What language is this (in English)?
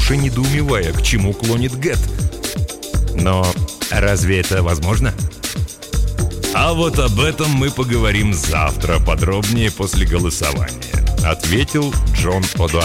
Russian